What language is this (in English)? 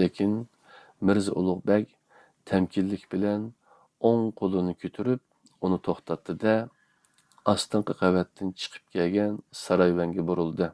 Uyghur